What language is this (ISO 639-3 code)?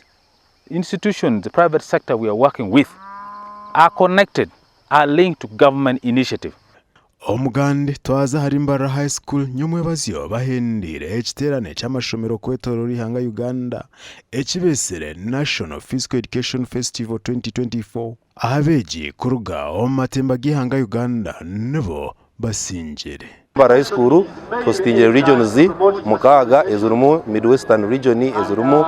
nyn